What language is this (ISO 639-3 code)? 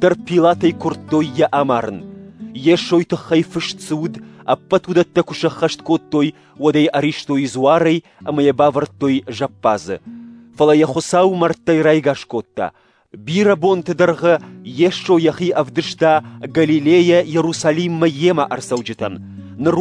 oss